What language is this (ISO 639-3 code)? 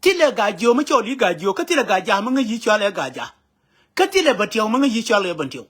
nus